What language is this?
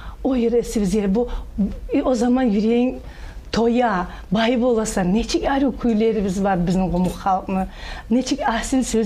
Kumyk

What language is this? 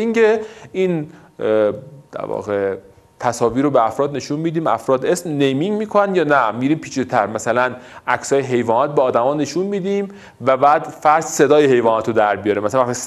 Persian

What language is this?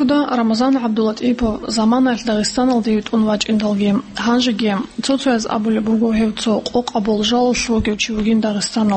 Avaric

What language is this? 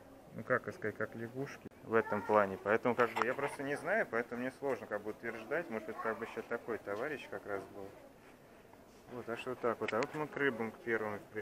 Russian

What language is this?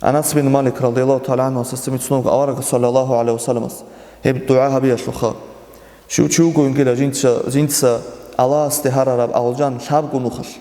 Avaric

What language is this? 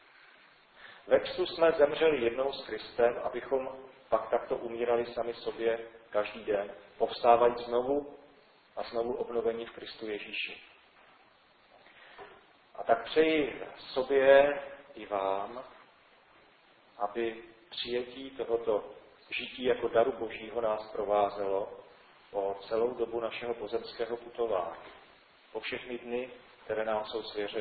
Czech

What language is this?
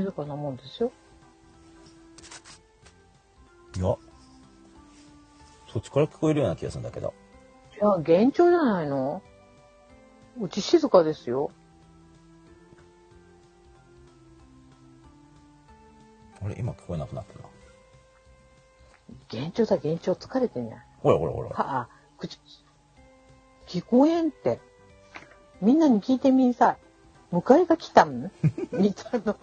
Japanese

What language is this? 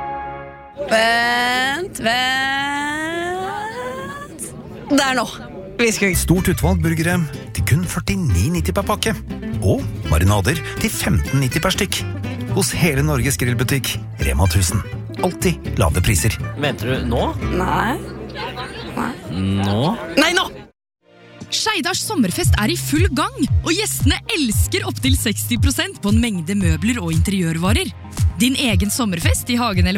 Norwegian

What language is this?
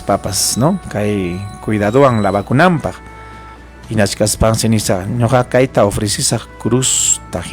Ayacucho Quechua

